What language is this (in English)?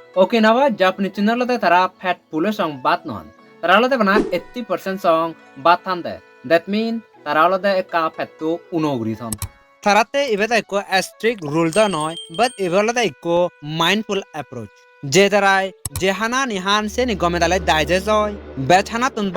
Chakma